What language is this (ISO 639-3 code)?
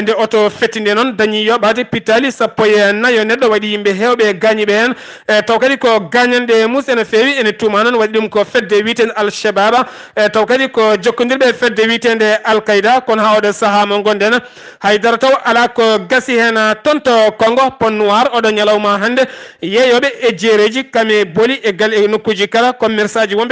ful